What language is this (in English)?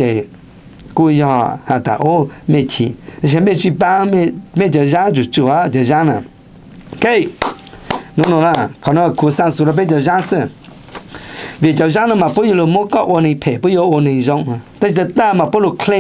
Vietnamese